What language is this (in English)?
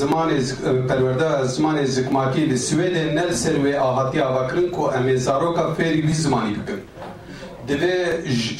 Kurdish